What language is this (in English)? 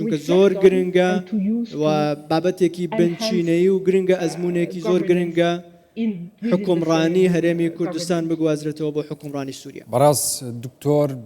Central Kurdish